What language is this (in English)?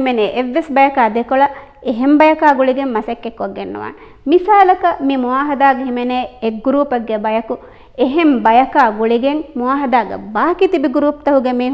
Divehi